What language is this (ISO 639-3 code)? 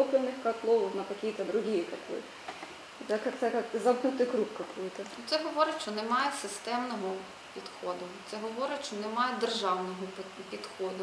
ukr